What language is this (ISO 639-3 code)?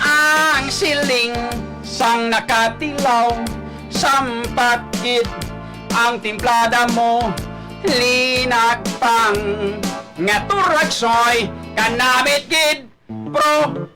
hil